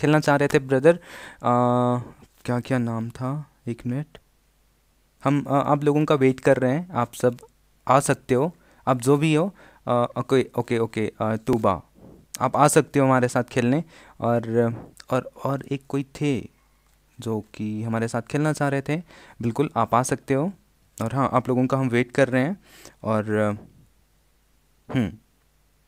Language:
Hindi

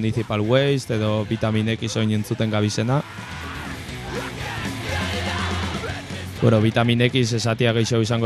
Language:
Basque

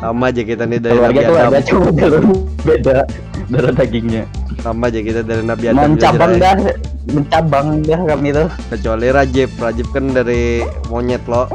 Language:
Banjar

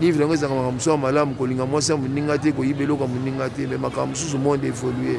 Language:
Lingala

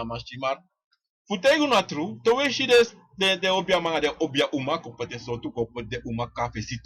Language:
Sranan Tongo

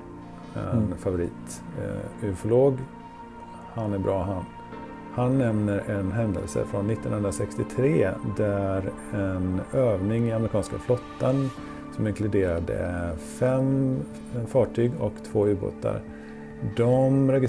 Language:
Swedish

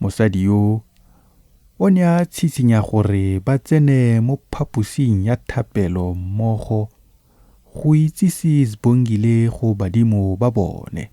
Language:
Tswana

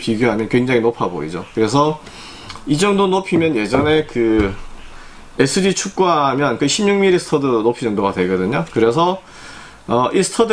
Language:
Korean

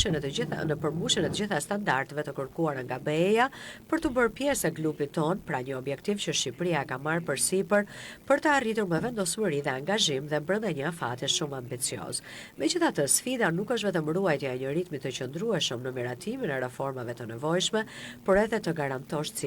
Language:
Albanian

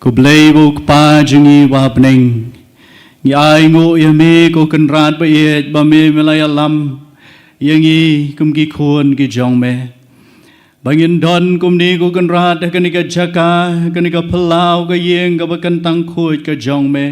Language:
Khasi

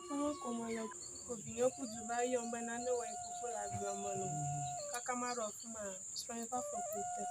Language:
Ewe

